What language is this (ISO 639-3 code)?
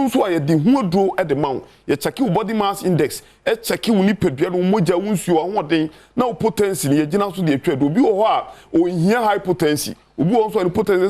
aka